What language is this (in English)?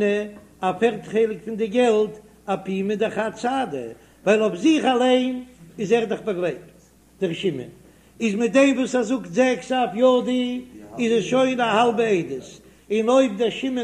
Yiddish